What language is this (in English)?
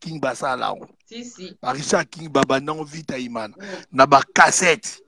Lingala